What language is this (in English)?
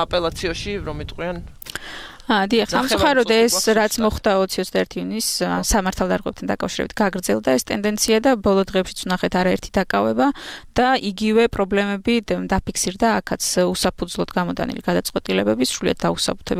Georgian